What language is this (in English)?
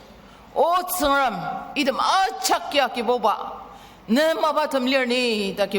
Ao Naga